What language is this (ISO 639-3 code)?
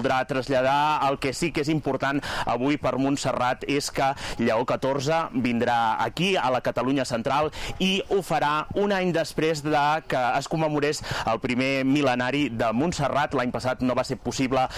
cat